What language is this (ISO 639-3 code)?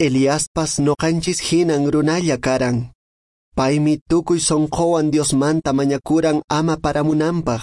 que